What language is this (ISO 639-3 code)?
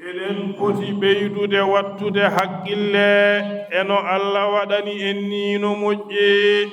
ful